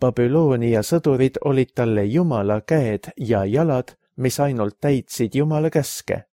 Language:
Estonian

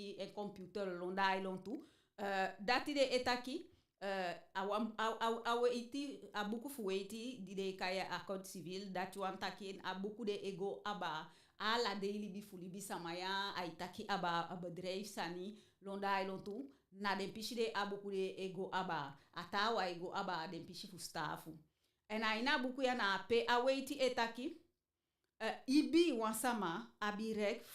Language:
Eastern Maroon Creole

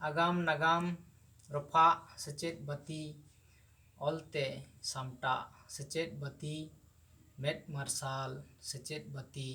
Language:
Santali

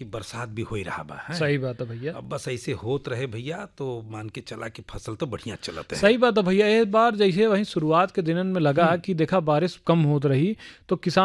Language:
Bhojpuri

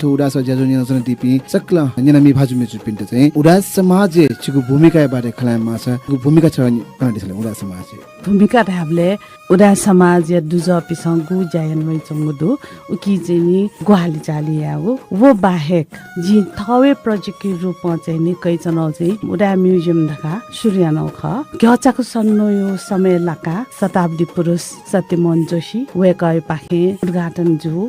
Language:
Newari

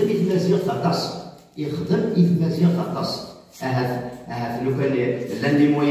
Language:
Kabyle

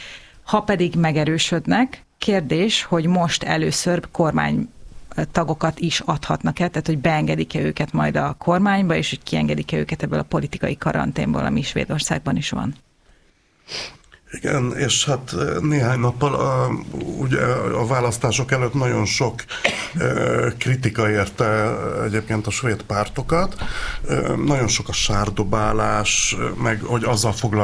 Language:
Hungarian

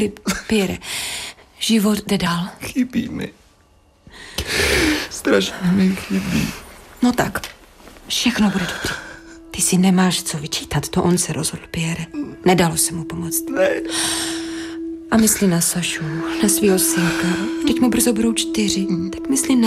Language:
Czech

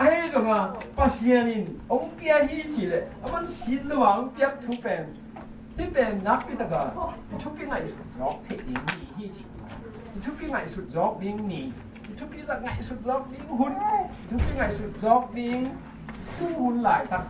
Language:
Tedim Chin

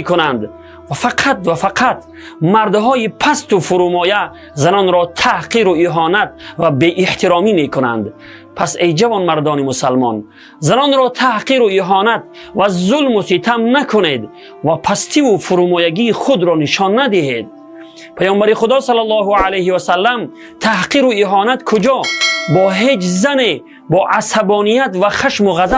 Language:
Tajik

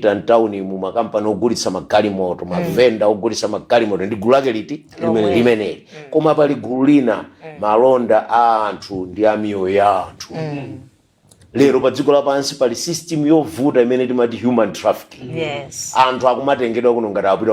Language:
Nyanja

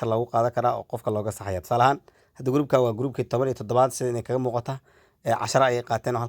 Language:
Somali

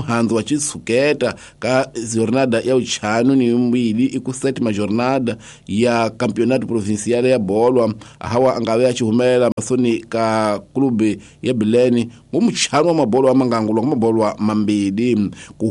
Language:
Tsonga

